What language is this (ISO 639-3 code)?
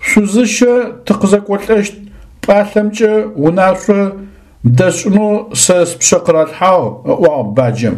ady